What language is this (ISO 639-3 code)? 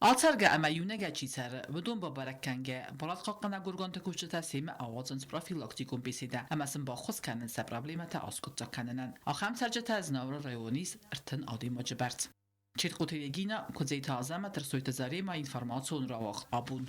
oss